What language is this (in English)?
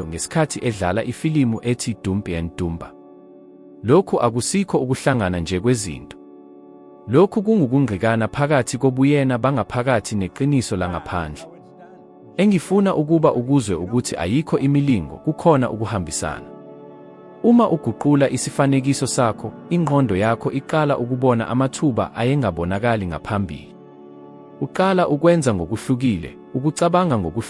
Zulu